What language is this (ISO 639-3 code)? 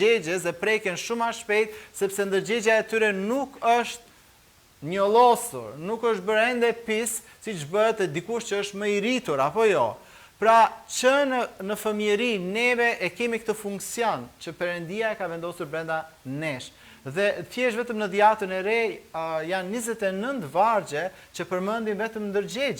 sqi